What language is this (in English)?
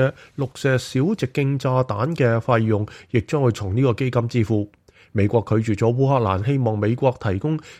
Cantonese